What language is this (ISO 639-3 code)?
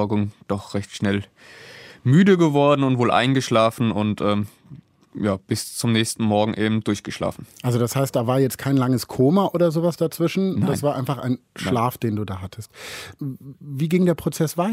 deu